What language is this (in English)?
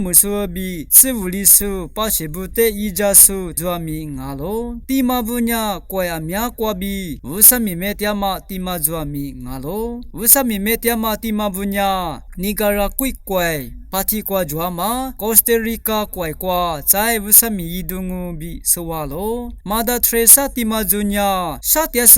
Lisu